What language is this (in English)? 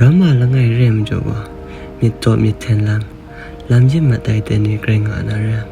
Kachin